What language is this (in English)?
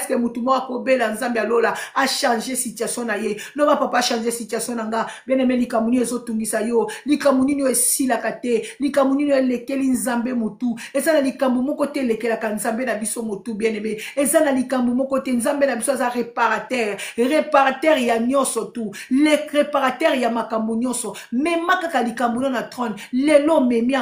Lingala